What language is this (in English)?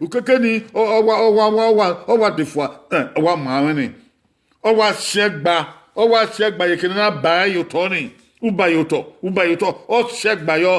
Bini